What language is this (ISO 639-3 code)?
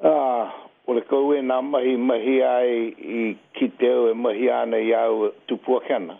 mri